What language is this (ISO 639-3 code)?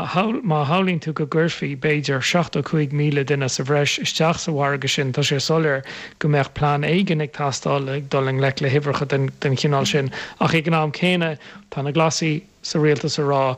gle